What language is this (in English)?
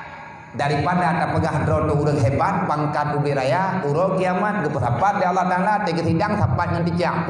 Achinese